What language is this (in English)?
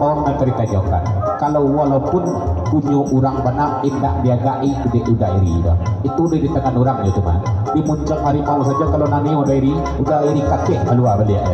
Minangkabau